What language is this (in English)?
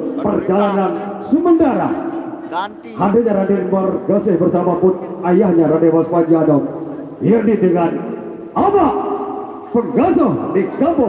Sasak